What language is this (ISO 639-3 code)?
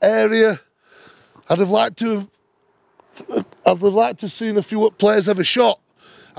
eng